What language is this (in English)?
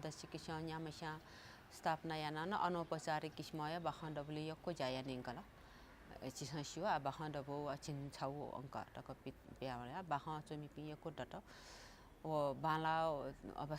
Newari